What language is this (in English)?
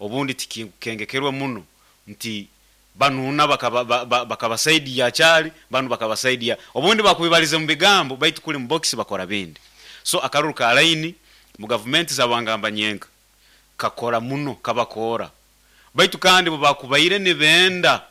Nyoro